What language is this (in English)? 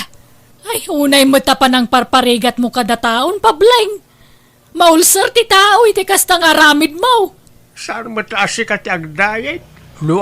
Iloko